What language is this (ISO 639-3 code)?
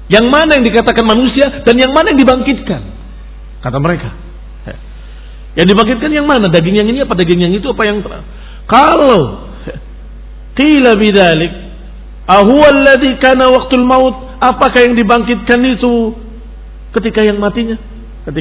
ind